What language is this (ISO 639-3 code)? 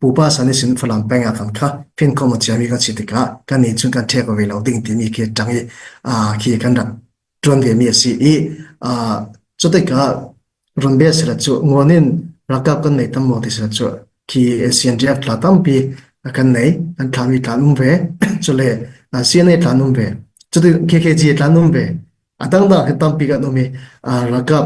cfm